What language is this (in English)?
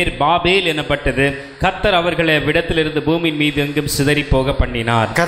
Tamil